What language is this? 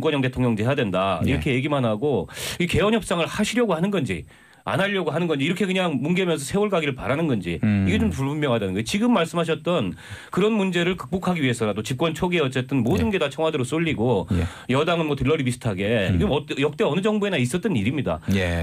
Korean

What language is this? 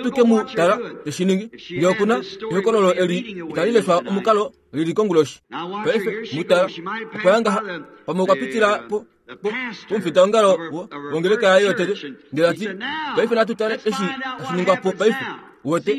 Kuanyama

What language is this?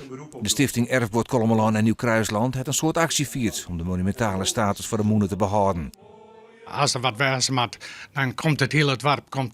Western Frisian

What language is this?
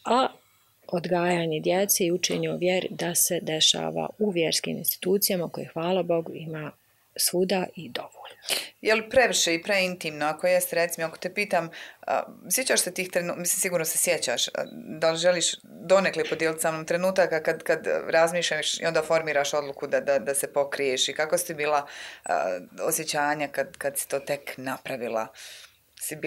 Bosnian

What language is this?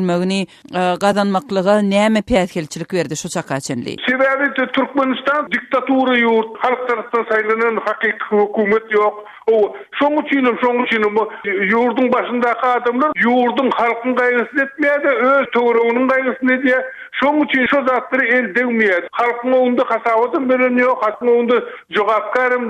Turkmen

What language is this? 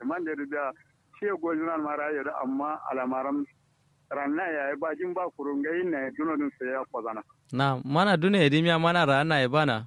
Kanuri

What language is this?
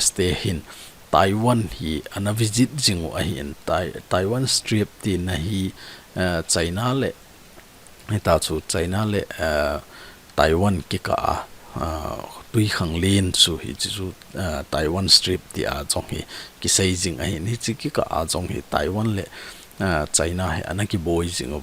Thado Chin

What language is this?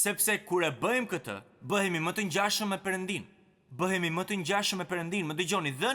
Albanian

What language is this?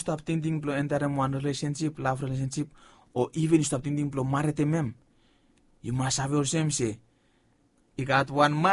Bislama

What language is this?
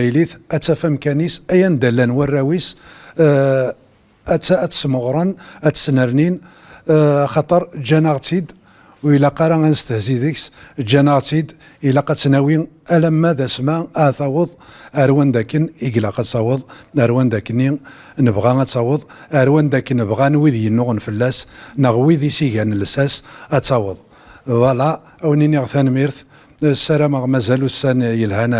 Kabyle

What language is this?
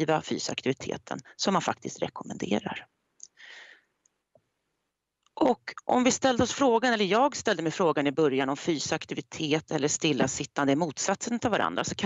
Swedish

